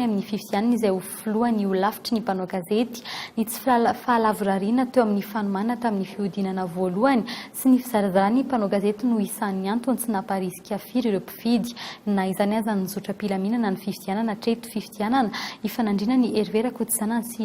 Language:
Malagasy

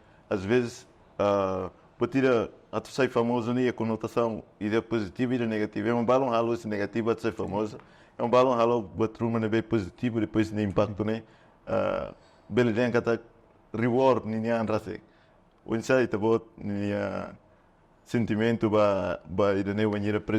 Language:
Tetum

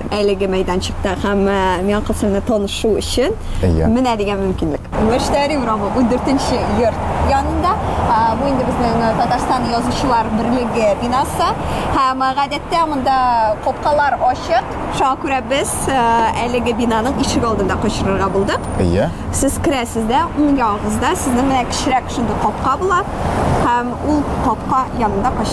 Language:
Tatar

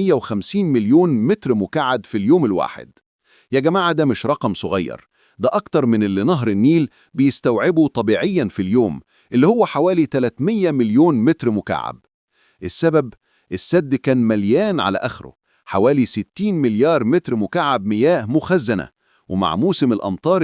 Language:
Egyptian Arabic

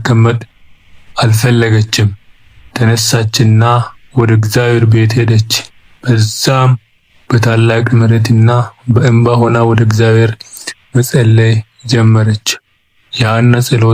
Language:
Amharic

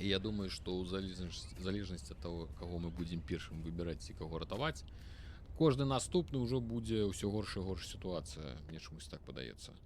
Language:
Belarusian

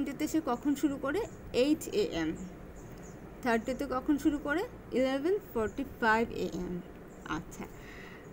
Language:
Bangla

